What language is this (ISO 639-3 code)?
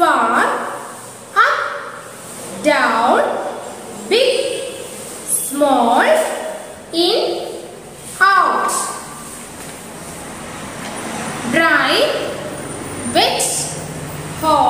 mal